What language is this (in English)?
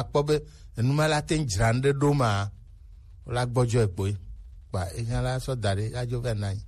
Gen